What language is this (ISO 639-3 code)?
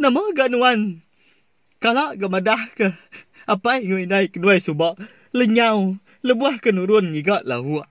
iba